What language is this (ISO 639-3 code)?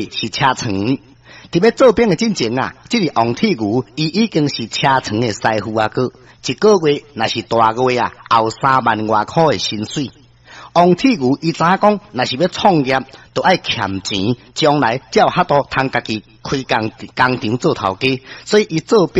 nan